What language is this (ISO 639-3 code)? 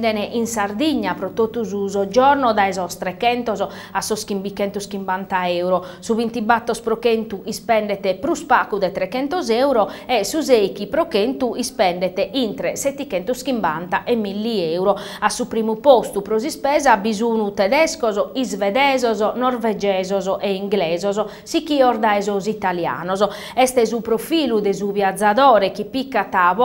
srd